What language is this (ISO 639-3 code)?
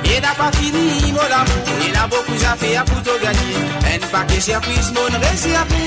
mfe